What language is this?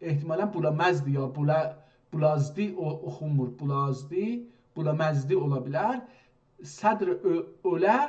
South Azerbaijani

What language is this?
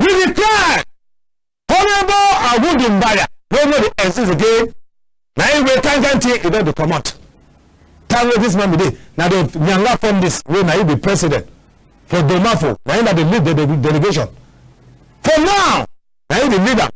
Cameroon Pidgin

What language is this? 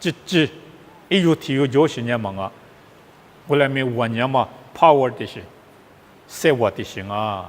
Lisu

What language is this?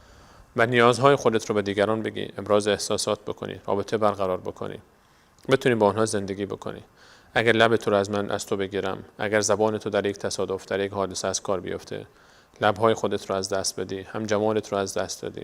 Persian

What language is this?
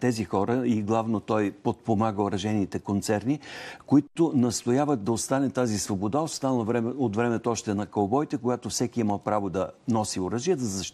Bulgarian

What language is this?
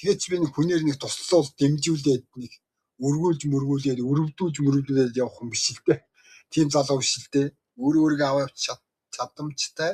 Mongolian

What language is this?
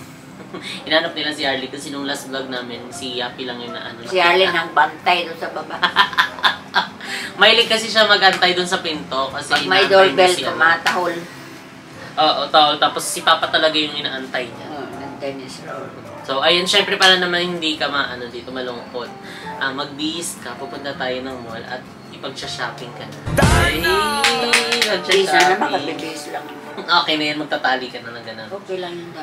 Filipino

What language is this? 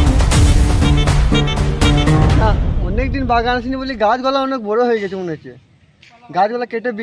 Bangla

